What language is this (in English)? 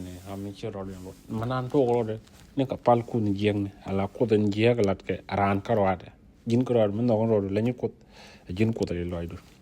Nuer